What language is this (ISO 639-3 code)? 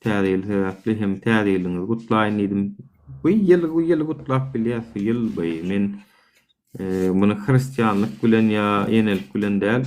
tuk